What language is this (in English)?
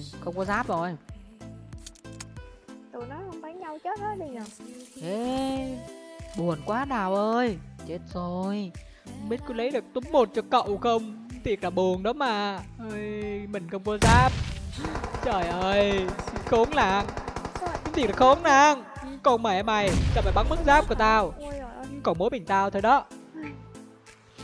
Vietnamese